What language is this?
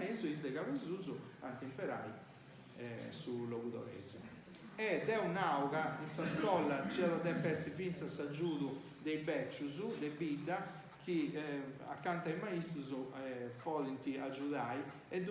Sardinian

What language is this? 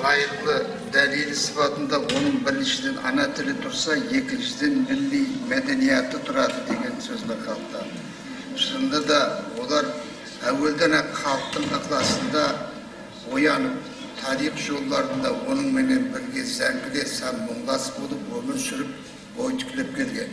Kara-Kalpak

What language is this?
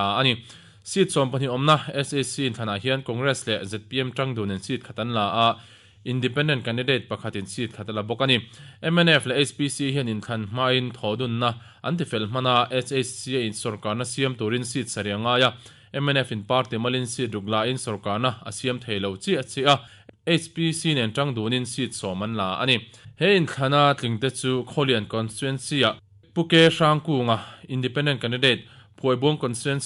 Mizo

